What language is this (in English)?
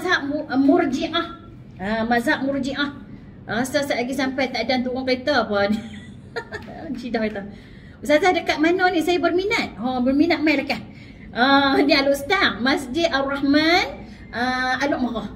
Malay